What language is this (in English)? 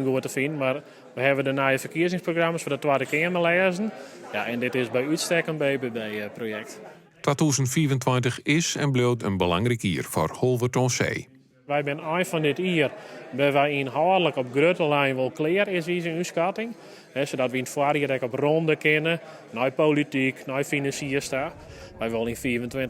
Western Frisian